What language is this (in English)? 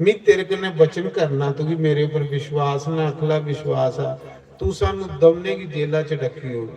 Dogri